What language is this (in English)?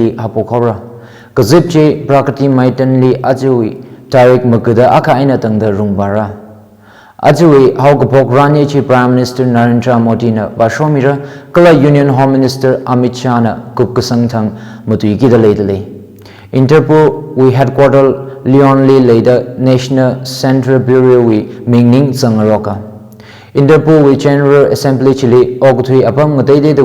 Tangkhul Naga (India)